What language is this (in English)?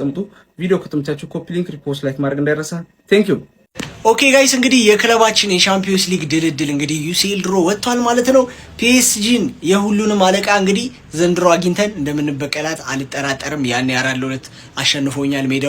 Amharic